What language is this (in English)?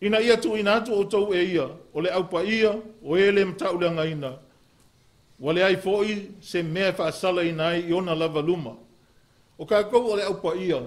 Samoan